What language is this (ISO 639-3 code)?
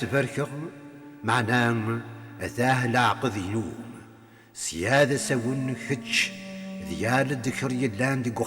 kab